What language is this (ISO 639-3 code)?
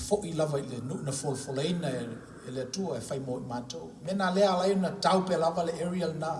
smo